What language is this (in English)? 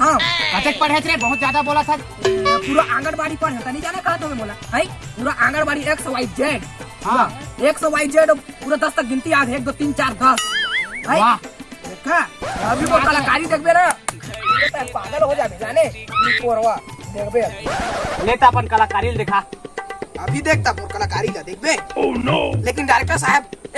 Chhattisgarhi